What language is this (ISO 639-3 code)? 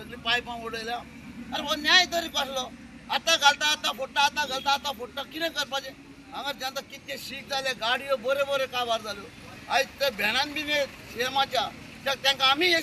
kok